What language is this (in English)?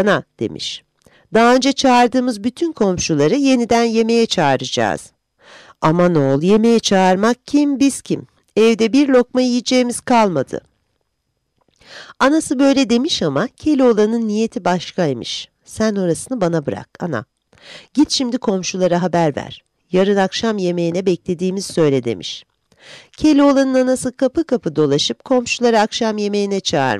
Turkish